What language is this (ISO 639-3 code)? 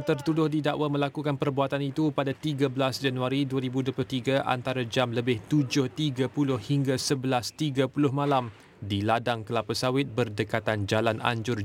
msa